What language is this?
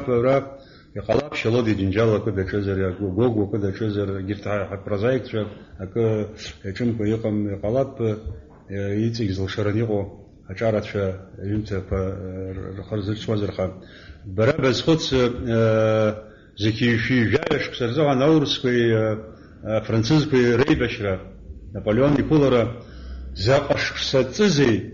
Abkhazian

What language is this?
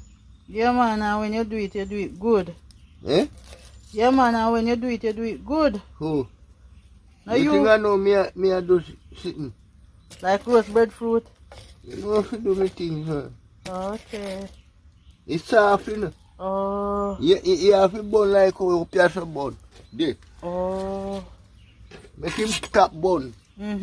Jamaican Creole English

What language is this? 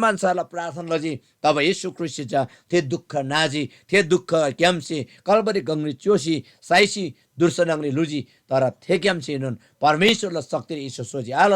Eastern Tamang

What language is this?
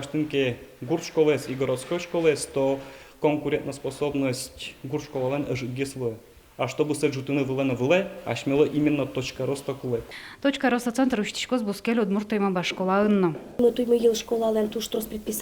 Udmurt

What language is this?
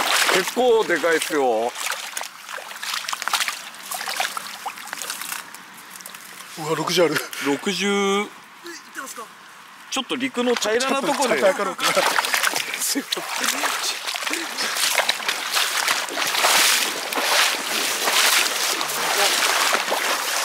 Japanese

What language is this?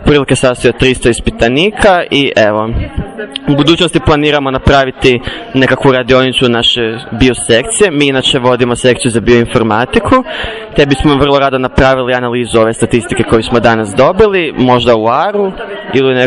Croatian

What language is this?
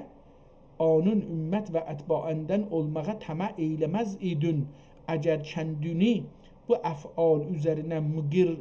South Azerbaijani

